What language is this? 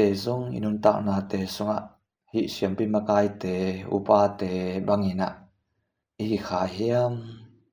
Tedim Chin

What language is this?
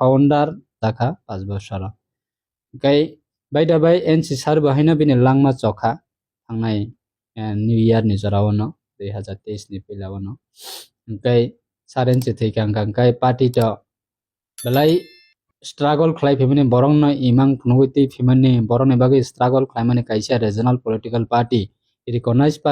Kok Borok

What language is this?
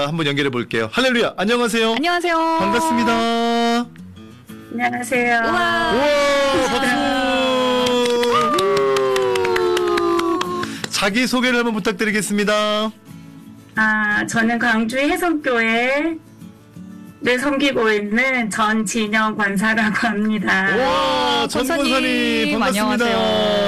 Korean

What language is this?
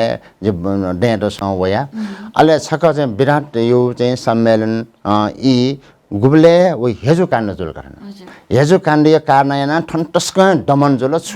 Newari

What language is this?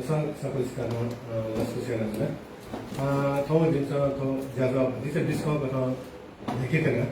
Newari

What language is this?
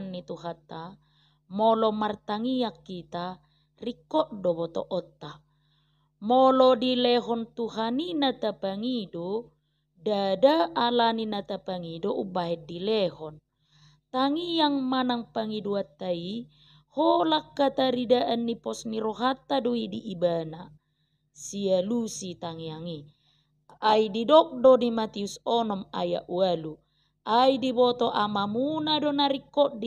Batak Toba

